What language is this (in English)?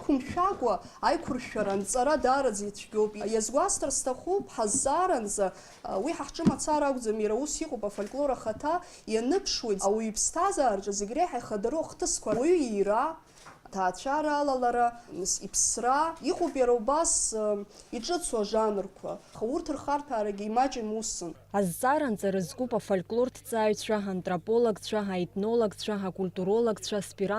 Abkhazian